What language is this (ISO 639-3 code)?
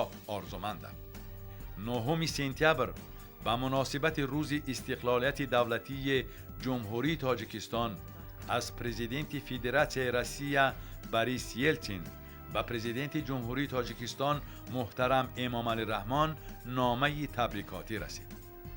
tgk